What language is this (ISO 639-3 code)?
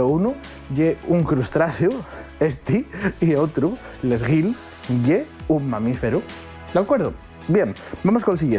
ast